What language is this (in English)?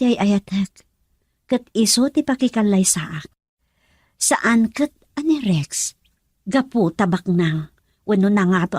Iloko